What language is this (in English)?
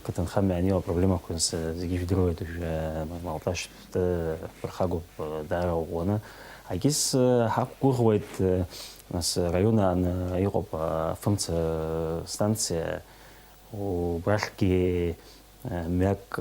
Abkhazian